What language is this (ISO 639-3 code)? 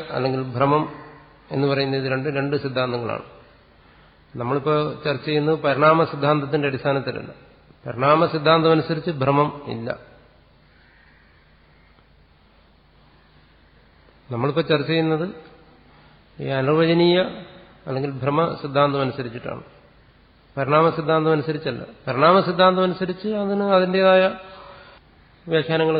mal